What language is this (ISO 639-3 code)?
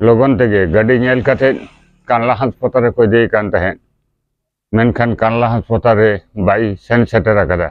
sat